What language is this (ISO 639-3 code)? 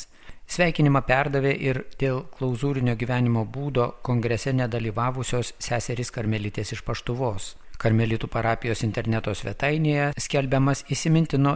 lit